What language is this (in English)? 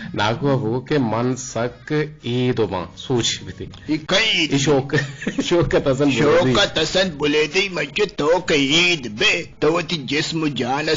Eastern Balochi